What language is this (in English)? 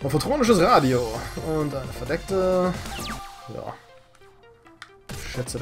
German